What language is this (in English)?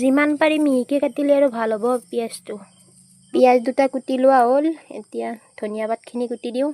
Assamese